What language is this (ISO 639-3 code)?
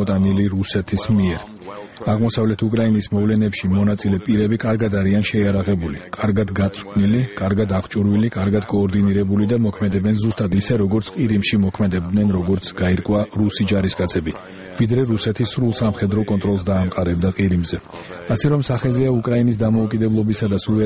kat